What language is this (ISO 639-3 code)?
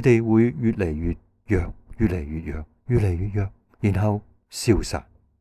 yue